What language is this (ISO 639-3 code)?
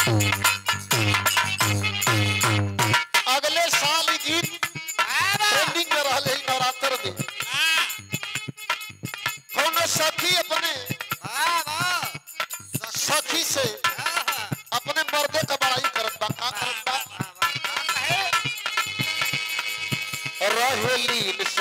bho